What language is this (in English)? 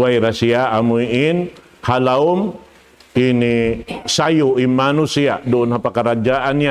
Tausug